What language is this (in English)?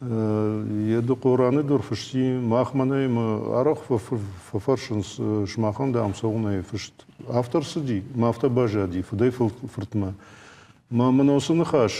Ossetic